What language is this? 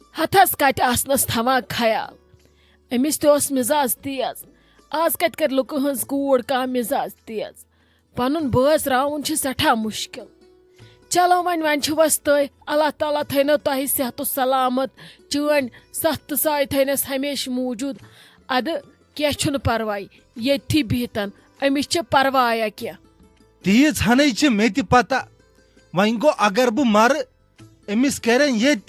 Kashmiri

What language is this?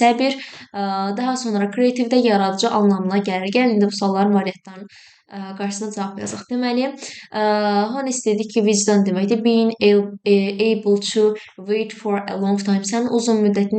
Azerbaijani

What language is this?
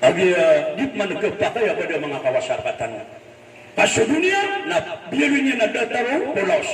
Maranao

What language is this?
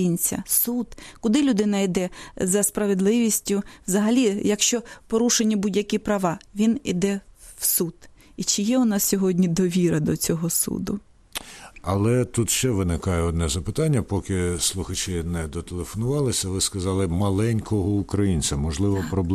Ukrainian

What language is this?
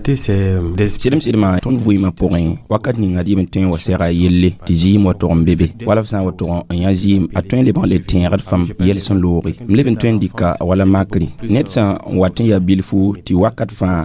Mossi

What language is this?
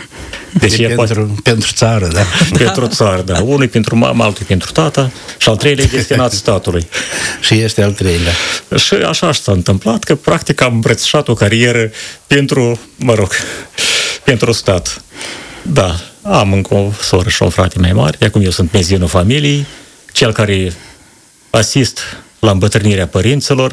Romanian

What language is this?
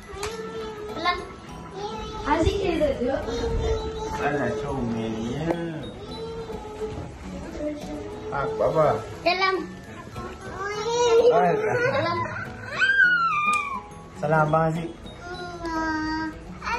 Malay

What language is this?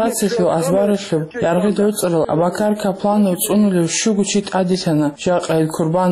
Avaric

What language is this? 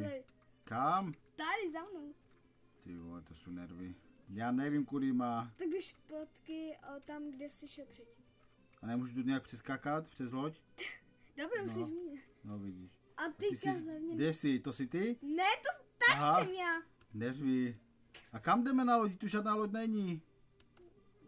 Czech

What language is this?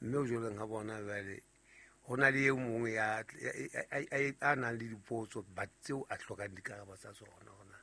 Southern Sotho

